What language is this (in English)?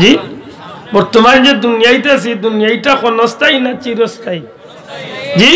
Sylheti